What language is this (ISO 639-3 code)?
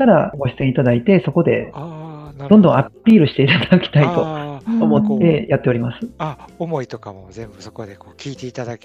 jpn